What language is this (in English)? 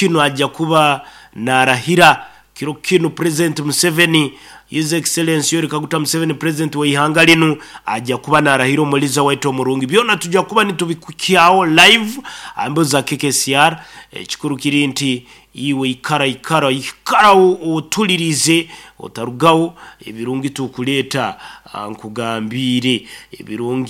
Nyankole